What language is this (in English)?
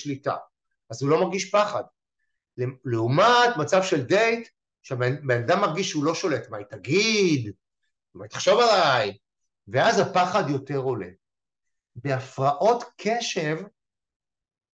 Hebrew